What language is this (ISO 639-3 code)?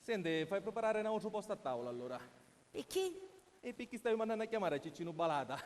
scn